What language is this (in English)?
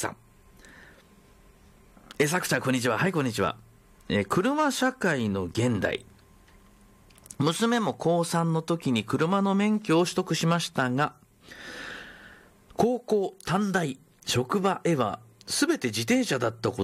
Japanese